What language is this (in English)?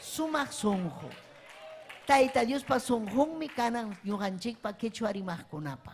Ayacucho Quechua